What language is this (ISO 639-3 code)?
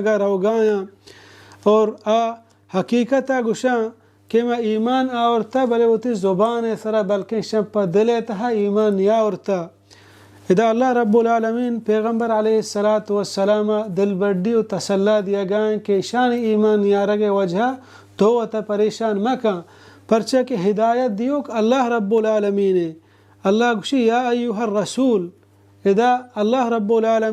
bal